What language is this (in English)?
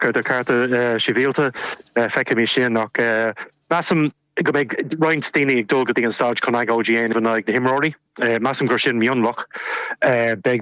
Irish